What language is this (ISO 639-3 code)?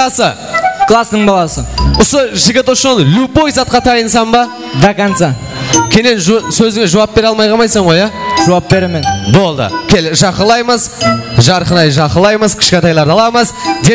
kaa